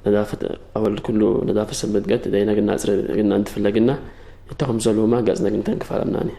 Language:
Tigre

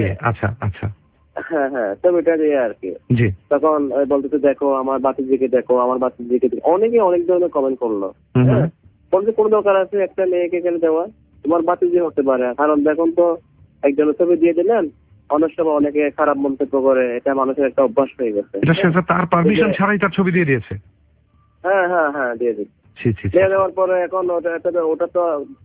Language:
Bangla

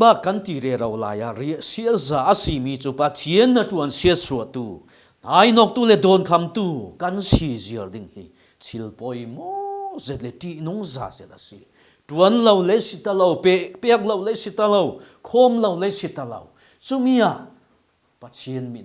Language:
Falam Chin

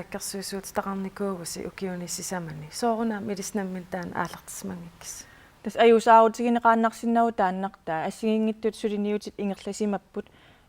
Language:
Kalaallisut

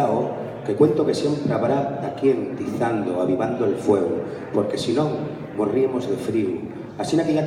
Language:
Asturian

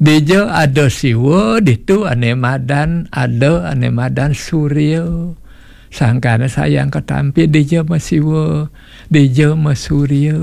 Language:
Balinese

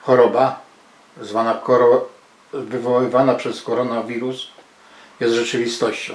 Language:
Silesian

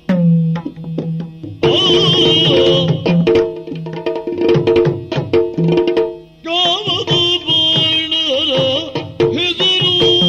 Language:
Kannada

